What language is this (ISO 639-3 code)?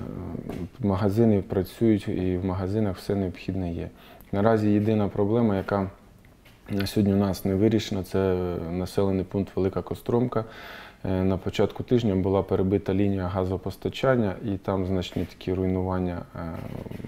ukr